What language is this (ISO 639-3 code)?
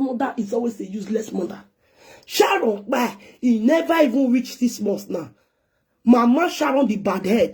pcm